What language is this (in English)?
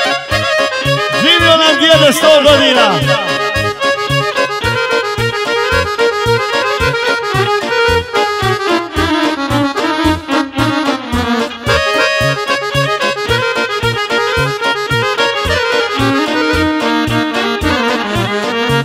Croatian